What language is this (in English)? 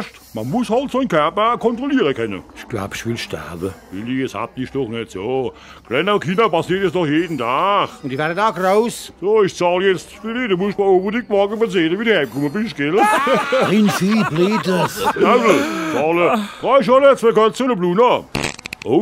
Palatine German